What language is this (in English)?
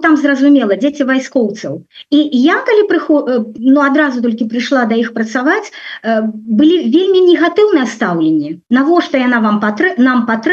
Belarusian